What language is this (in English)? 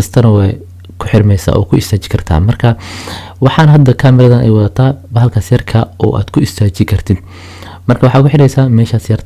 Somali